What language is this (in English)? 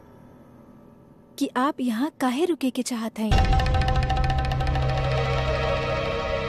Bhojpuri